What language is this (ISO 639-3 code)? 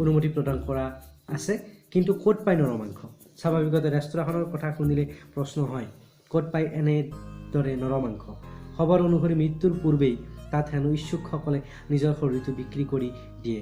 asm